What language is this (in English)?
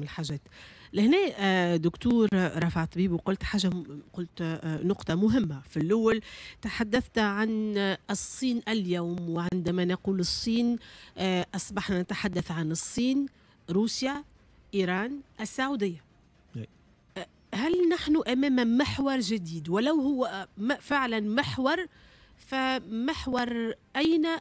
Tunisian Arabic